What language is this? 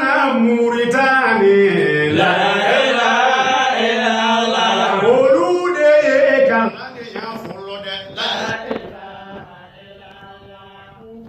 Bambara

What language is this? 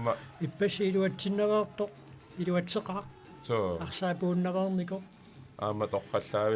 Kalaallisut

